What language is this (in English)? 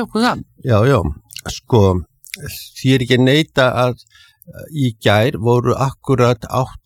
Icelandic